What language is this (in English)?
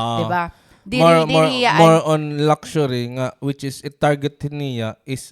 Waray